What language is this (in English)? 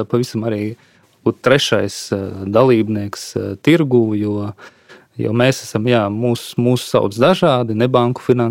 Latvian